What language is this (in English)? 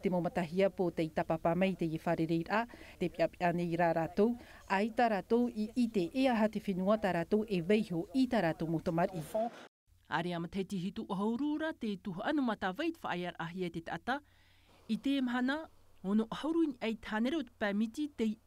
Tahitian